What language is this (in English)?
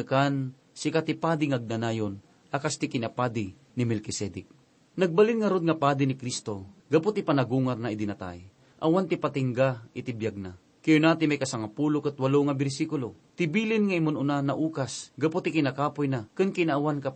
Iloko